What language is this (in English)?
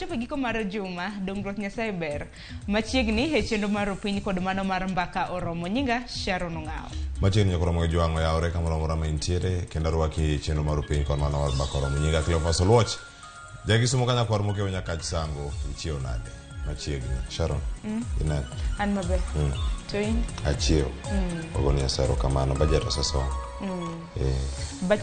Luo (Kenya and Tanzania)